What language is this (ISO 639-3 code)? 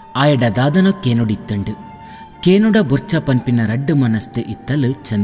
tcy